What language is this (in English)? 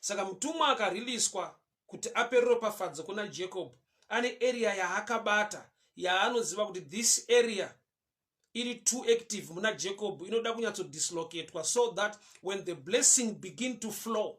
Shona